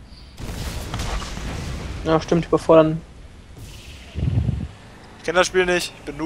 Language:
German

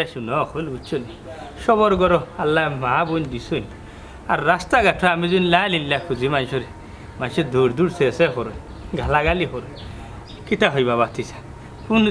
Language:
Sylheti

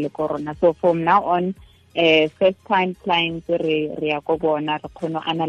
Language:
Tswana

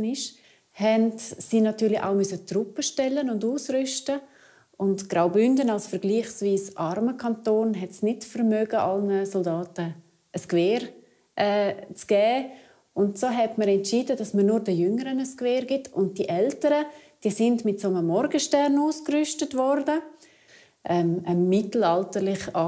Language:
Romansh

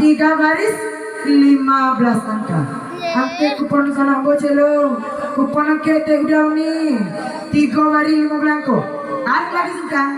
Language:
Minangkabau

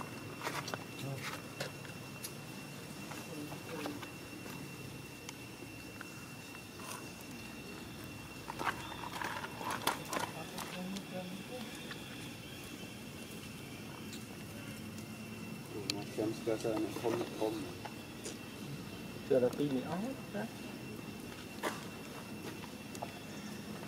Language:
Vietnamese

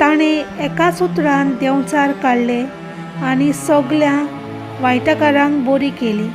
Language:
Konkani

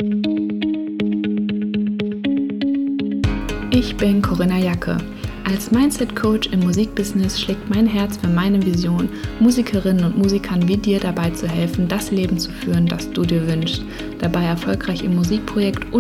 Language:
German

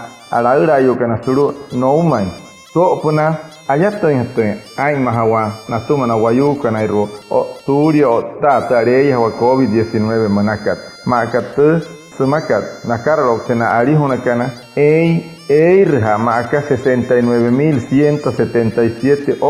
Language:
Wayuu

